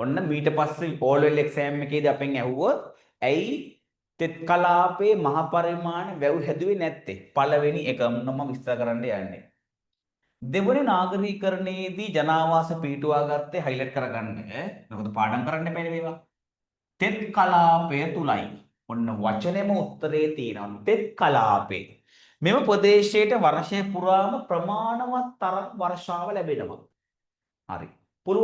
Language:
Sinhala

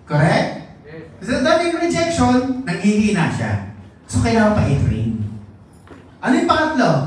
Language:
Filipino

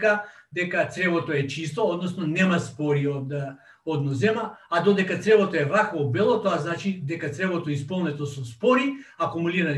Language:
Macedonian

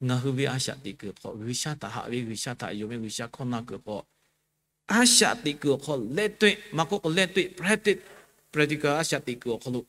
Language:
Lahu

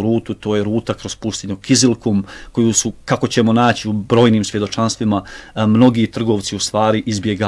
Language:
Bosnian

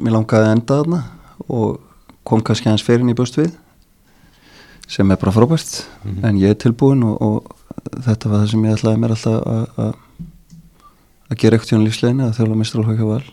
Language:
Icelandic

